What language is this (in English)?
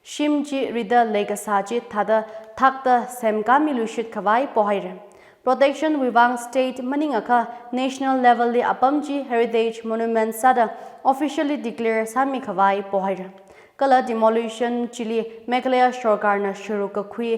Tangkhul Naga (India)